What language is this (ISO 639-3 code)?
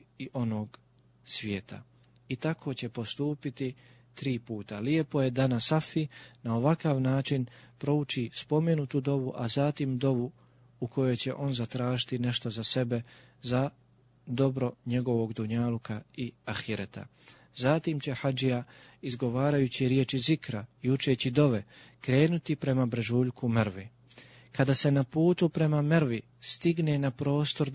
bos